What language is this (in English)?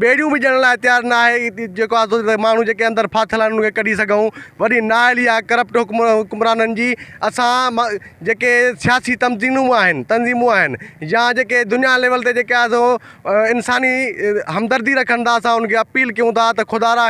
Sindhi